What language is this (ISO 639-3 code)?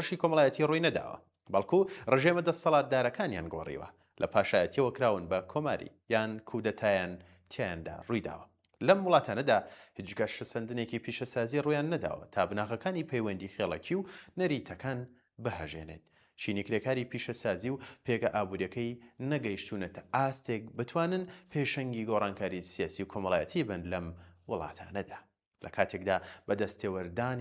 ckb